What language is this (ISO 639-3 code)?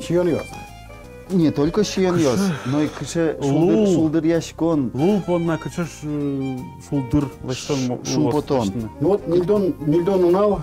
udm